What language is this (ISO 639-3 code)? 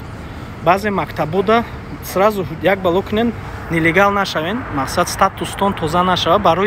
tgk